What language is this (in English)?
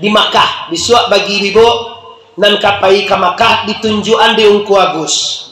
Minangkabau